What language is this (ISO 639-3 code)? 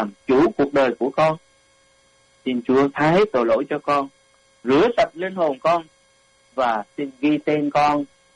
vie